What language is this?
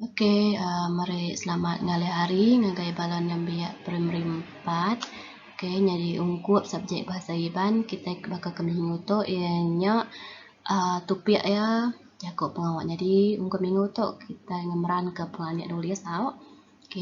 Iban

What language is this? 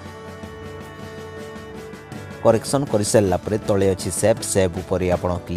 Odia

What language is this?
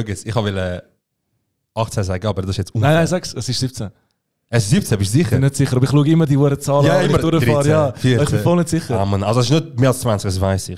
Swiss German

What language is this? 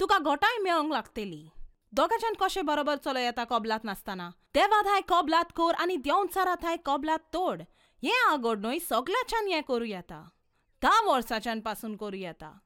Konkani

